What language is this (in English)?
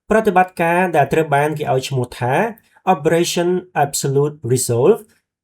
Khmer